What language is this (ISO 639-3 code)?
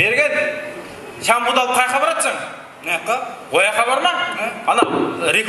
kaa